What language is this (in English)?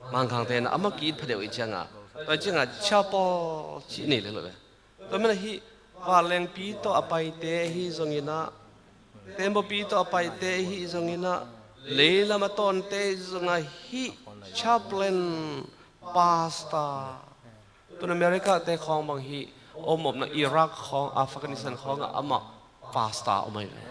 Tedim Chin